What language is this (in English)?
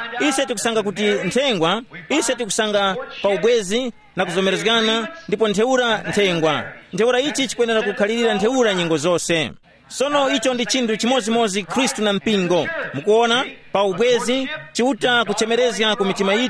Tumbuka